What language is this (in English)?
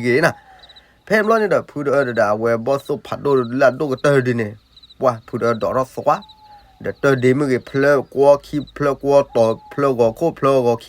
S'gaw Karen